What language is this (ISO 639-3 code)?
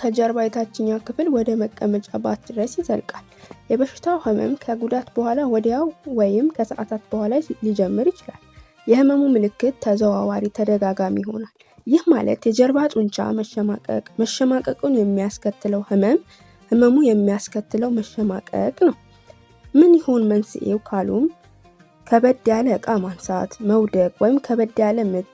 amh